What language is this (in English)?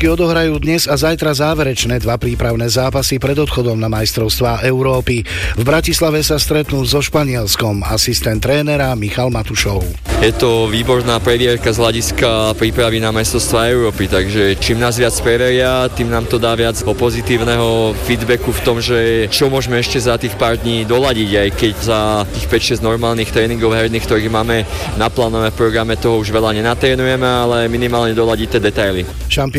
Slovak